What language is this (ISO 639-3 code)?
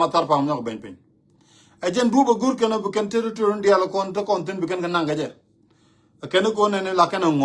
nus